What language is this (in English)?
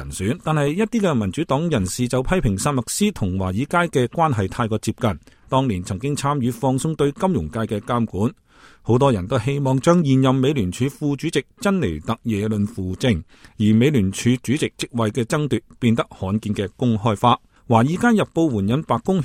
Cantonese